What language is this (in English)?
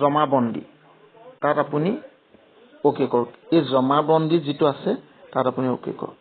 Assamese